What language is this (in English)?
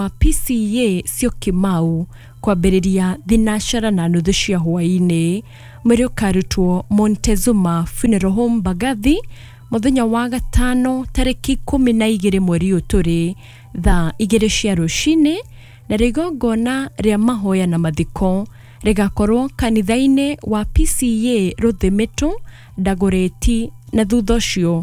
Kikuyu